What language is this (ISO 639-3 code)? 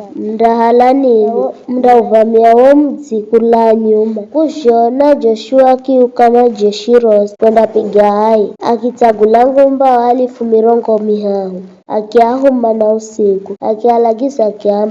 nyf